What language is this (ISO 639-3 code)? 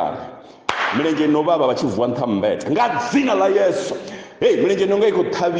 ven